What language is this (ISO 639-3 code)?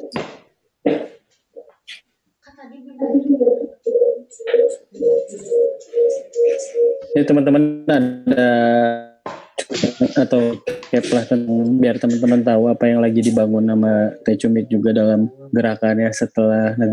ind